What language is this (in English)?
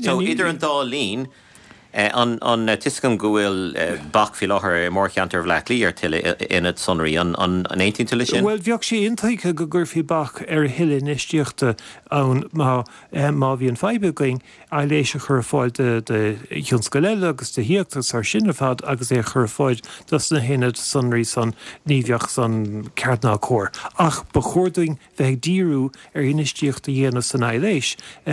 Irish